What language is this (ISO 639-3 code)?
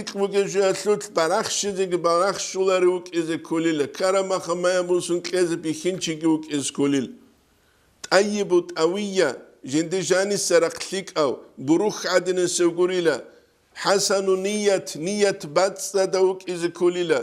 ava